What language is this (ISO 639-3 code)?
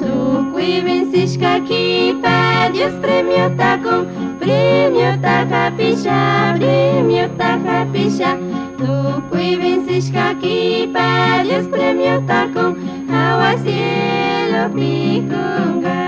qug